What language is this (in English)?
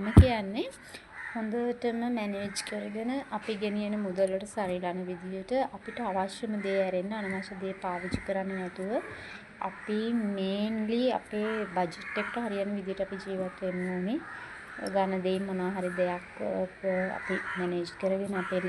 Sinhala